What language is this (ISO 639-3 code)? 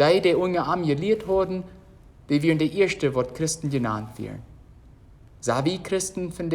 pdt